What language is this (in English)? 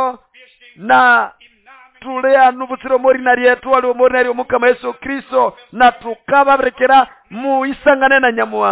Nande